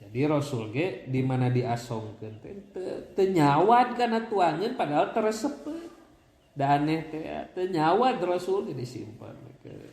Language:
Sundanese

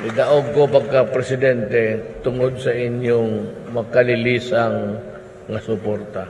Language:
Cebuano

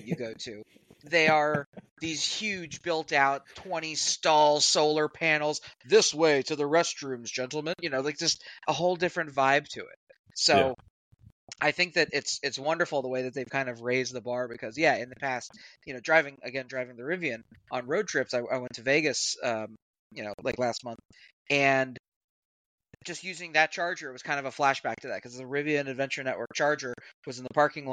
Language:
English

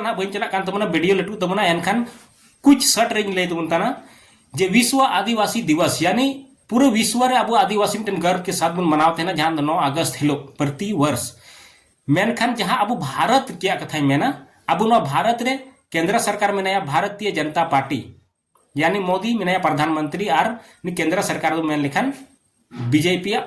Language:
Santali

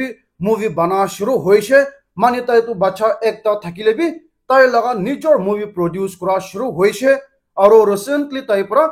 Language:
Naga Pidgin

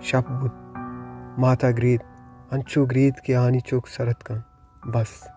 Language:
Baluchi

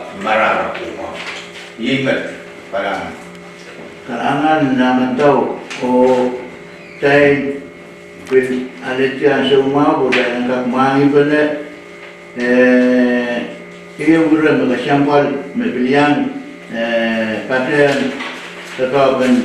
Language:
Pohnpeian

